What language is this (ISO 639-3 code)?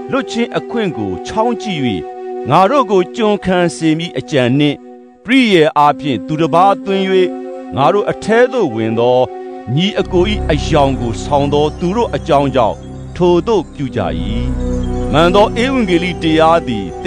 mya